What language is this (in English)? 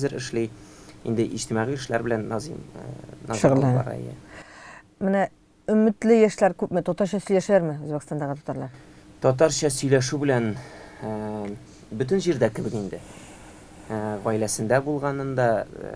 Tatar